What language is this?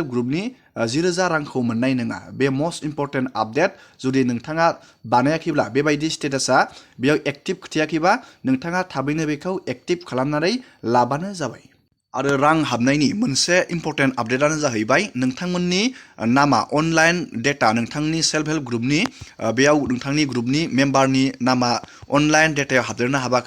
Bodo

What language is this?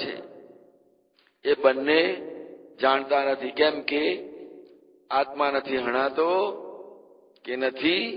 Gujarati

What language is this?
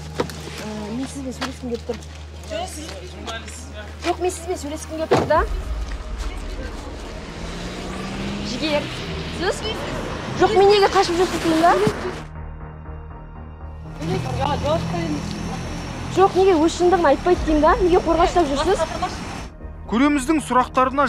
Kazakh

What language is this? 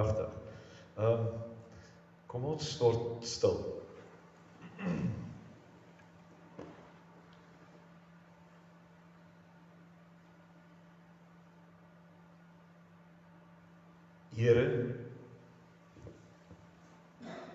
Afrikaans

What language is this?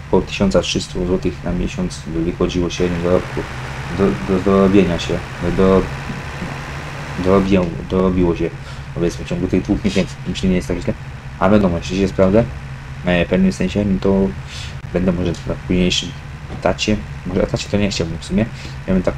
Polish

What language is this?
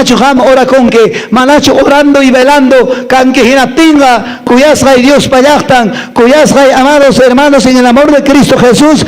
Quechua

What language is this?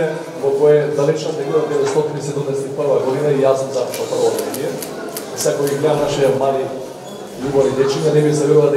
Macedonian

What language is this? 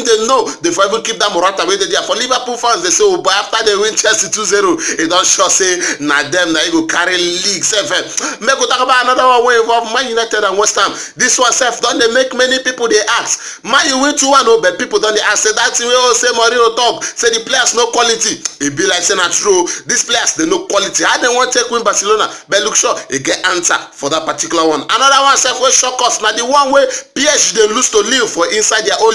Nigerian Pidgin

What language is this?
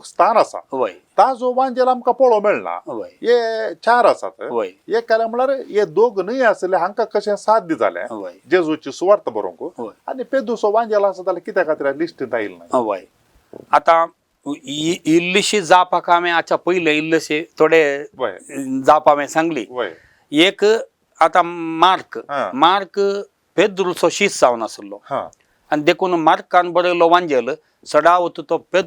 Konkani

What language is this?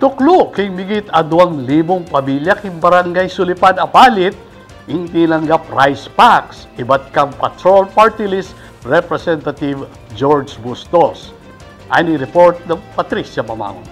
Pampanga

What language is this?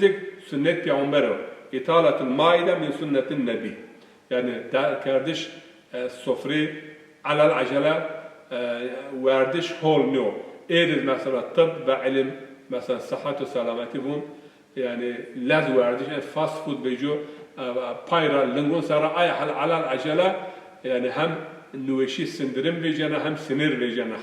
Zaza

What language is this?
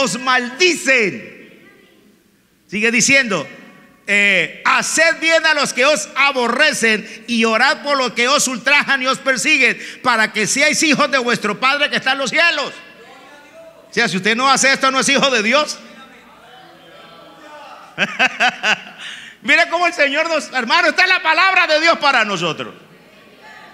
Spanish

